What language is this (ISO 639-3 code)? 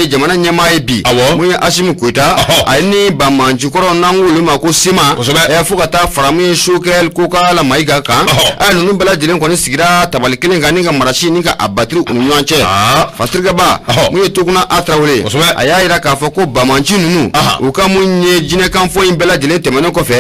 bam